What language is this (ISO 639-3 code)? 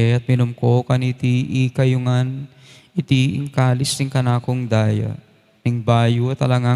pam